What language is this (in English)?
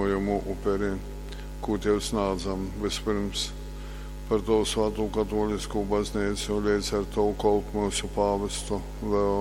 Latgalian